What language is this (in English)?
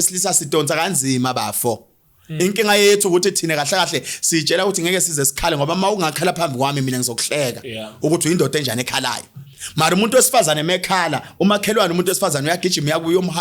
Zulu